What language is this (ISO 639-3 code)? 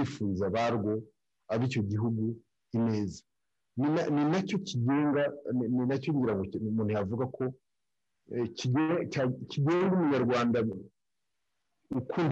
kin